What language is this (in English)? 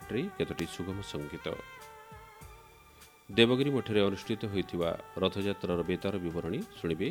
Odia